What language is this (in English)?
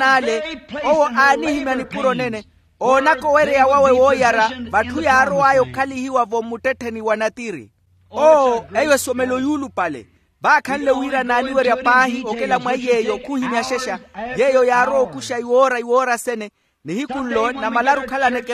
Makhuwa